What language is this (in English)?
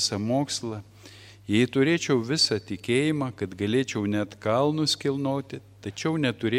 Lithuanian